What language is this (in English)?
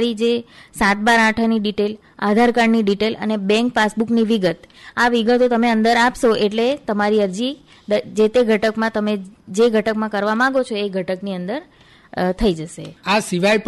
Gujarati